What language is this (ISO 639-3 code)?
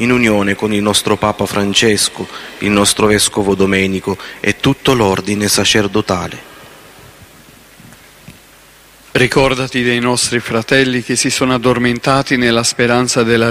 ita